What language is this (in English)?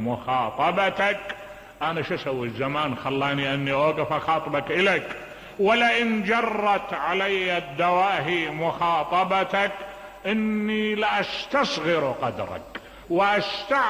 Mesopotamian Arabic